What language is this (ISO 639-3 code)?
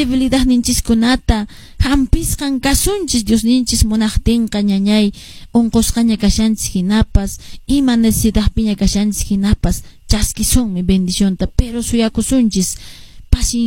que